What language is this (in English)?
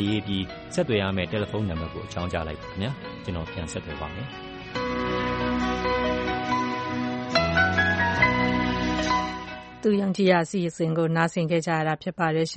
Burmese